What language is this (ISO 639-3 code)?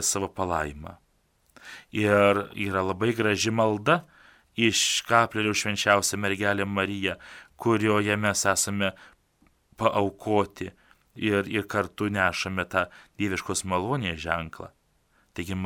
lit